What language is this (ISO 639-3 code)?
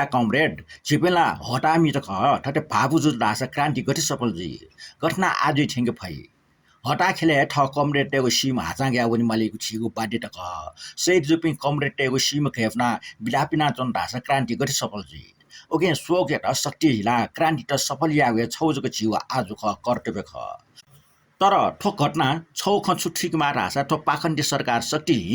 new